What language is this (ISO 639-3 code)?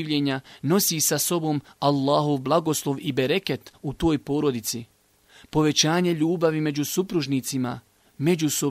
bos